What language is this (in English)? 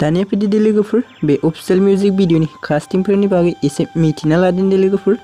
Bodo